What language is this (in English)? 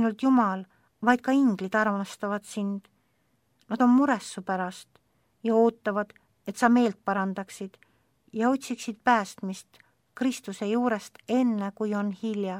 Estonian